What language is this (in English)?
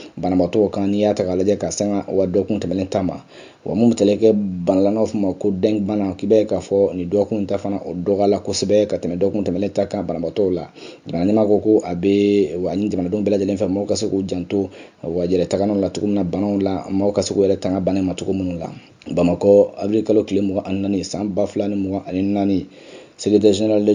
Bambara